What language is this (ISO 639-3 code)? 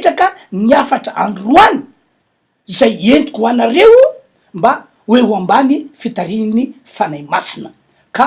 mlg